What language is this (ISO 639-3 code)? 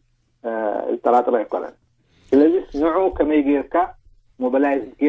tir